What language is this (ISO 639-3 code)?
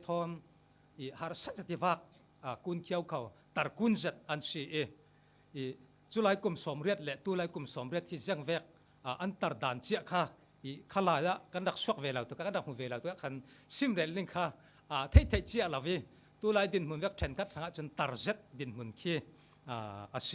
cfm